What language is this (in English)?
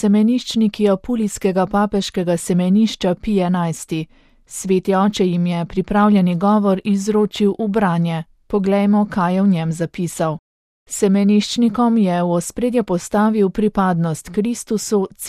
Slovenian